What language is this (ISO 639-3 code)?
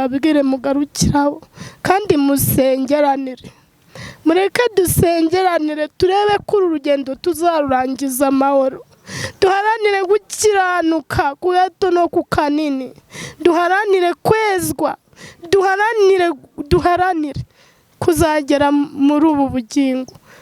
kin